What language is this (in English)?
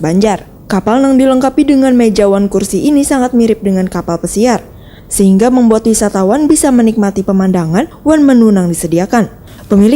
Banjar